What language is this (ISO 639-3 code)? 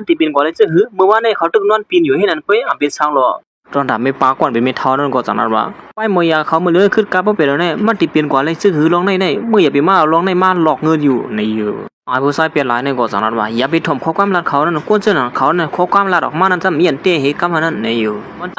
shn